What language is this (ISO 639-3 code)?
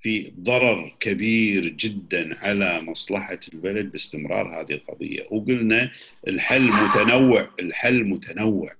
afb